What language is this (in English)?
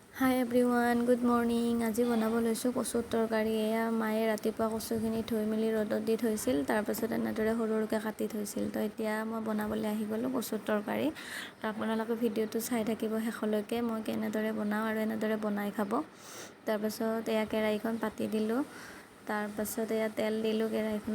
Assamese